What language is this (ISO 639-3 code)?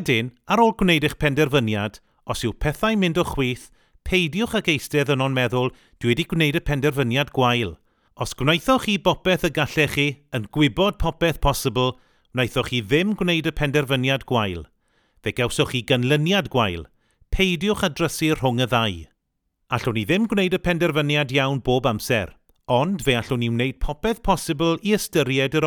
cym